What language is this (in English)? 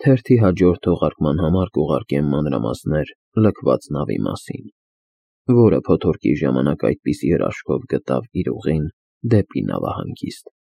Armenian